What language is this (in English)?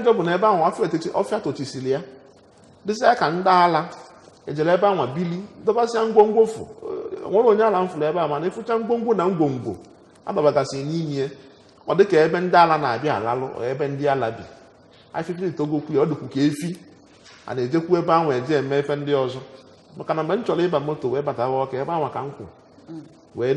Igbo